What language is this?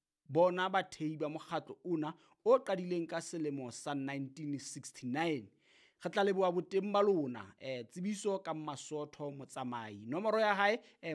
Southern Sotho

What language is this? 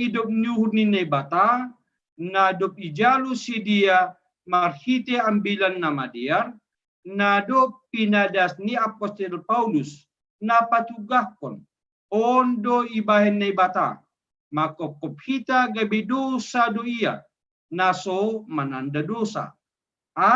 Batak Simalungun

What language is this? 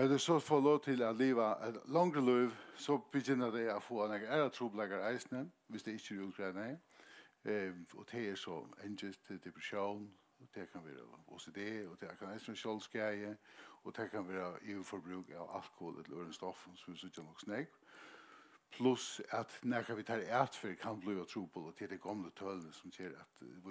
Faroese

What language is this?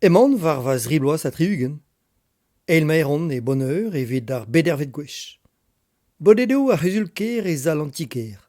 Breton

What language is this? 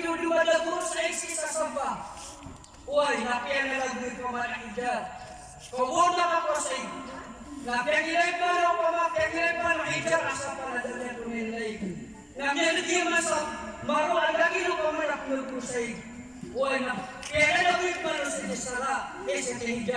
Maranao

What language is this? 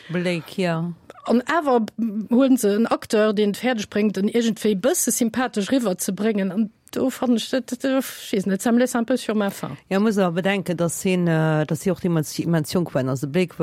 Luxembourgish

